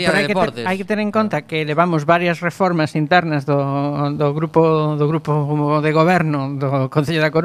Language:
Galician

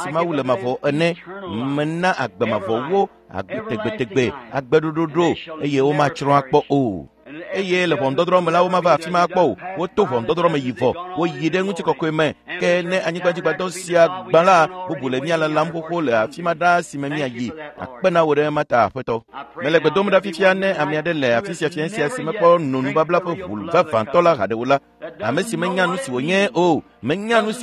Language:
Ewe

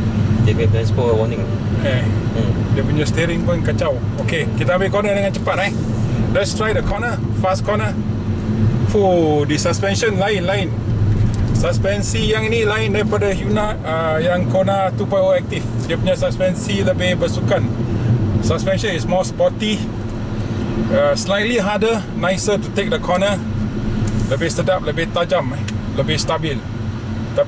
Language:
Malay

